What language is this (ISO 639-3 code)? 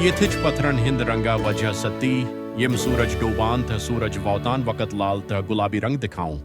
kas